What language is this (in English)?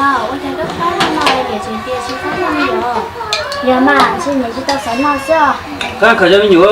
Hmong